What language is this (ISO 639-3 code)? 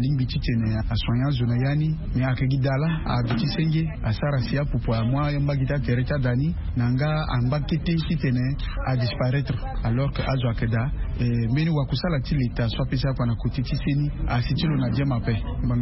sag